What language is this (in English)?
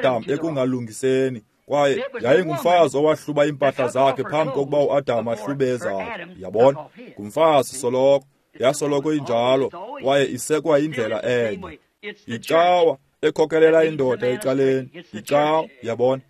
Xhosa